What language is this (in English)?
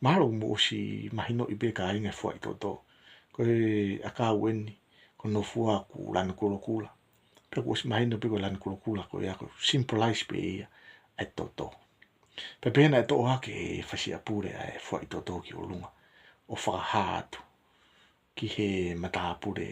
Tongan